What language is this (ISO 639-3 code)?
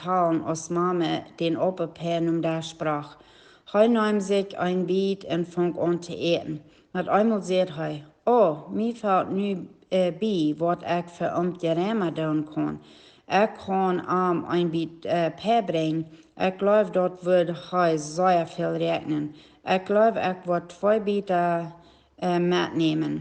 pdt